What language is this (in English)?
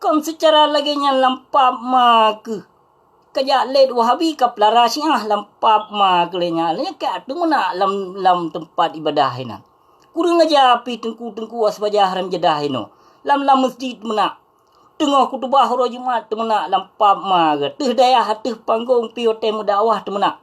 Achinese